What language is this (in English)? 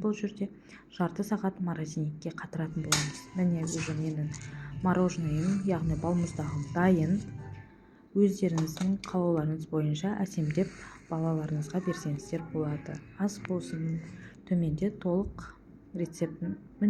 Kazakh